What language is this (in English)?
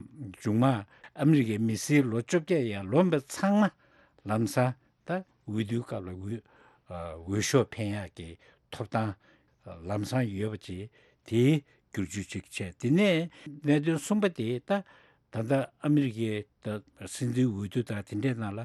Tibetan